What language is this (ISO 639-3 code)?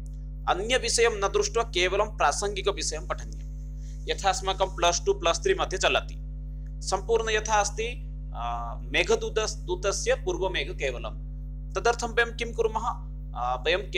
san